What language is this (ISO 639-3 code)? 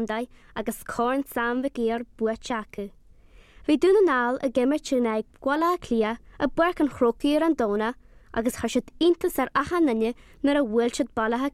gle